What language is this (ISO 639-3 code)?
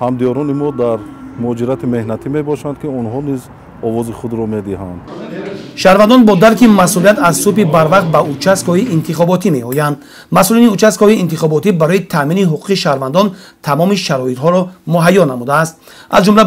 tgk